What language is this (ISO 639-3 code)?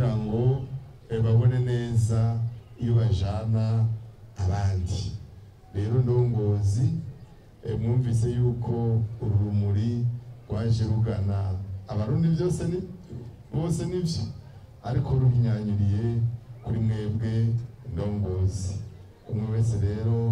run